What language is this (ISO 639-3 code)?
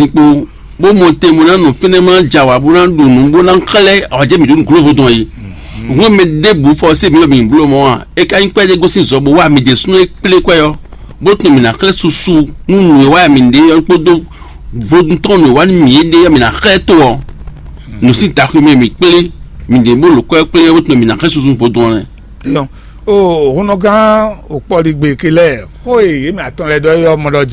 fon